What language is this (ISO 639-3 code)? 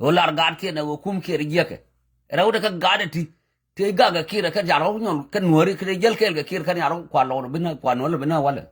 nus